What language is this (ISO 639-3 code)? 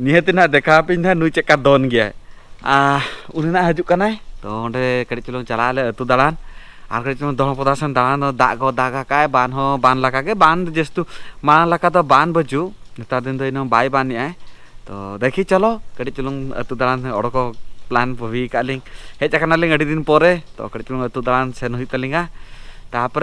sat